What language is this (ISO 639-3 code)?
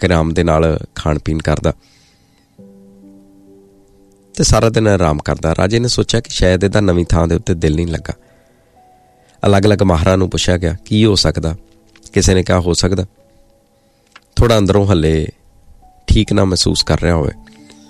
pan